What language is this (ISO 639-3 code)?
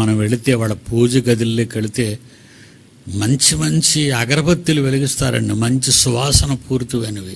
tel